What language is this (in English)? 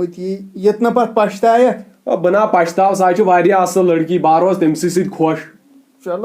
Kashmiri